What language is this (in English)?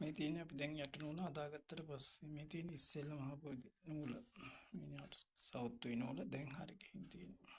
Sinhala